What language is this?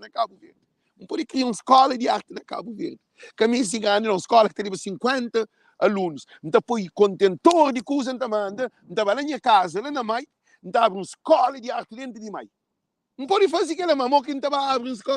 Kabuverdianu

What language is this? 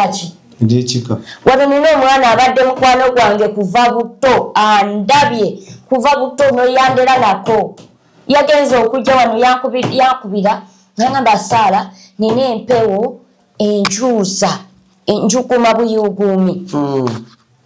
Ganda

